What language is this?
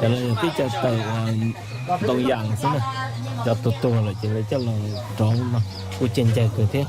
Hmong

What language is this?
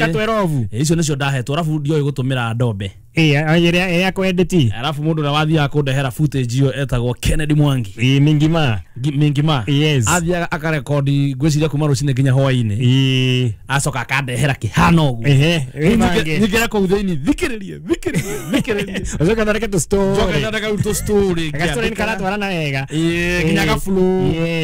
Kikuyu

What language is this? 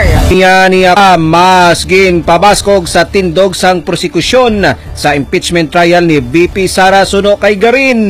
Hiligaynon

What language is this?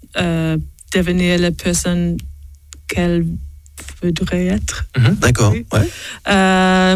French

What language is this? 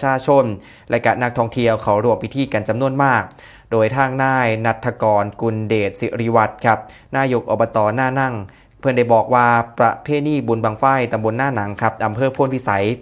Northeastern Thai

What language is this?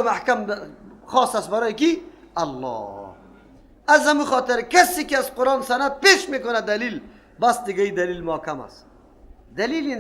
Persian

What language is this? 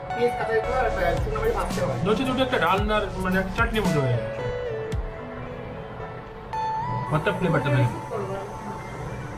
Bangla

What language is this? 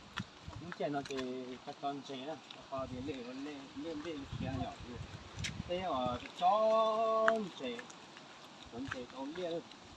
Hmong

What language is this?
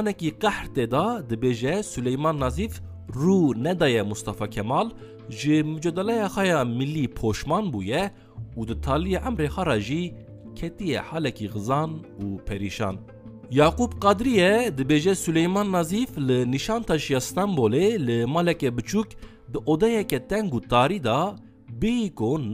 Kurdish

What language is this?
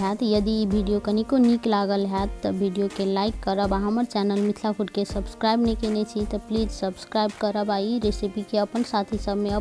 Maithili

